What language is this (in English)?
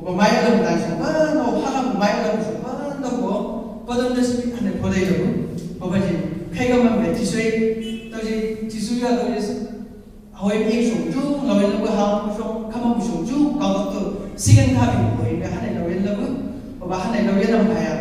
Chang Naga